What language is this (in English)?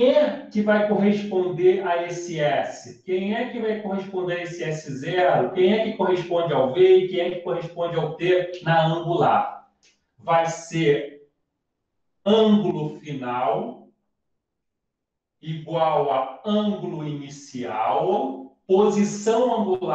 Portuguese